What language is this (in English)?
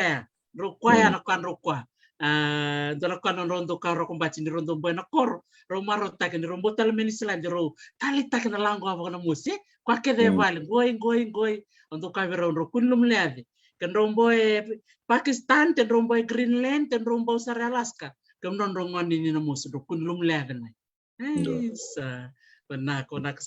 Fijian